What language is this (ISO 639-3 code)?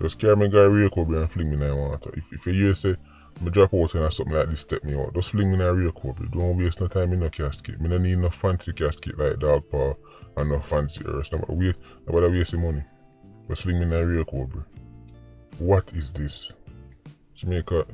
jam